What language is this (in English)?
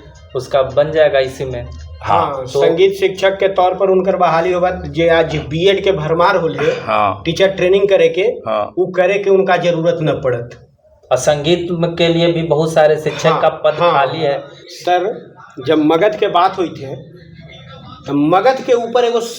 Magahi